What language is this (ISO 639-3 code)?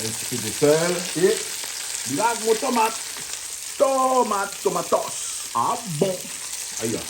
rcf